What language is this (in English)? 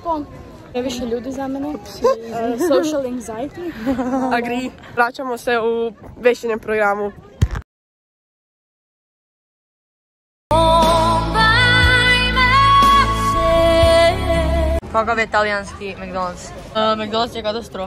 Croatian